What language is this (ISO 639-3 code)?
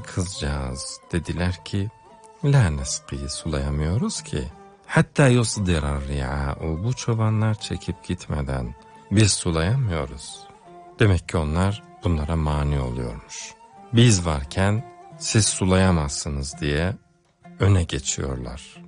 tur